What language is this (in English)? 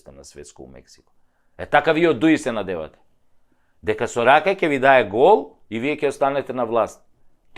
Macedonian